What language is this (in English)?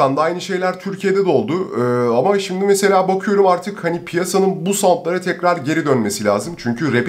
Turkish